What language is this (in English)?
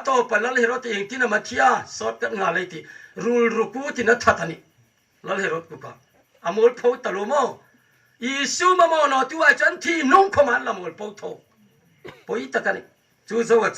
Hmar